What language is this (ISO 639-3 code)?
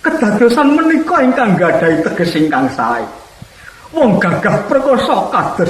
jav